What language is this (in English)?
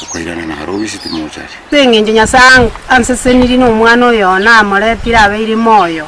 Gusii